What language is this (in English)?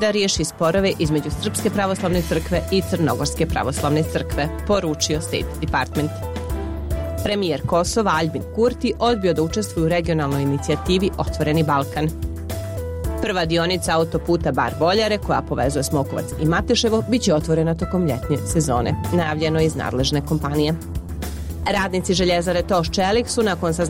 Serbian